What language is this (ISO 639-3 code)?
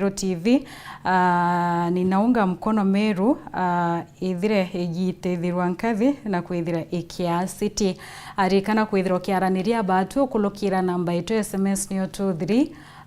mer